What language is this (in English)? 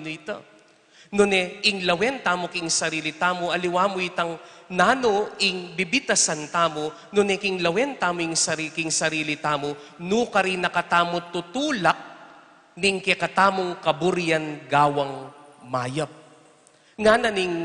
Pampanga